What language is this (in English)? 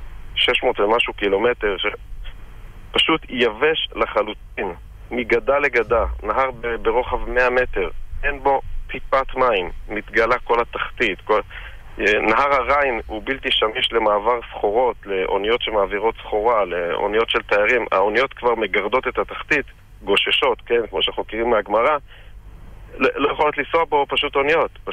Hebrew